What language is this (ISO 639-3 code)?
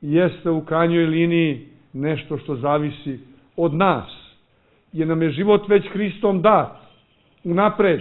srp